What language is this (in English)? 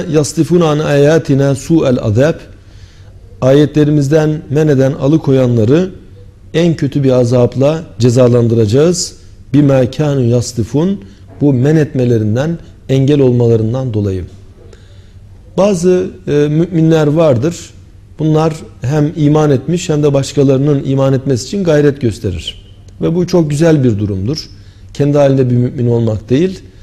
Turkish